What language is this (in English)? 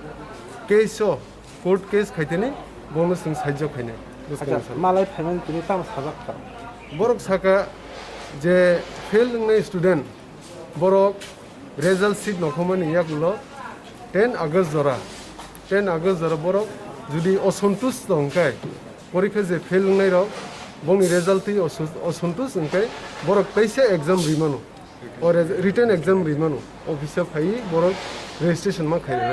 Kok Borok